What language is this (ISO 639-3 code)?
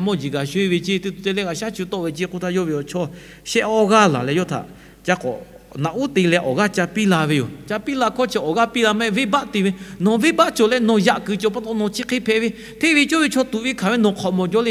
lhu